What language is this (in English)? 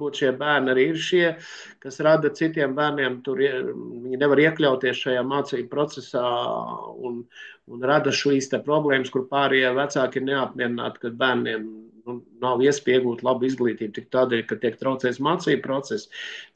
Latvian